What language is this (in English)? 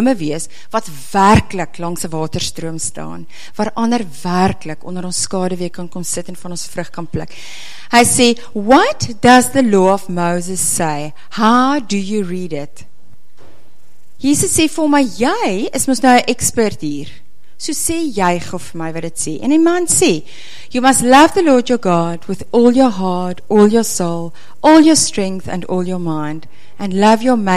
Afrikaans